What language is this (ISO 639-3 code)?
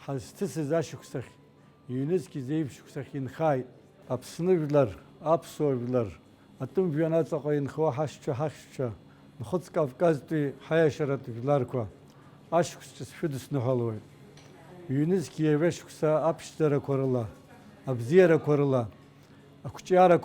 abk